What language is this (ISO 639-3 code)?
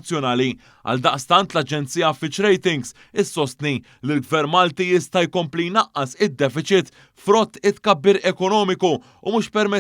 mlt